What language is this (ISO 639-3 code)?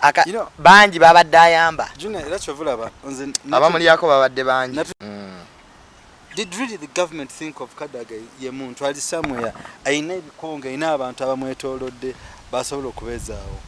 lug